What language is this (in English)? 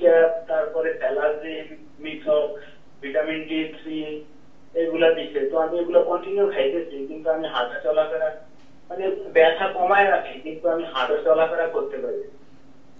Bangla